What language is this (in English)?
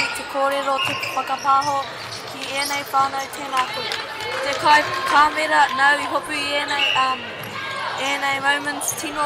Māori